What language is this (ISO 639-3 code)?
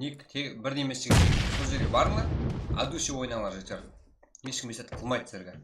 kaa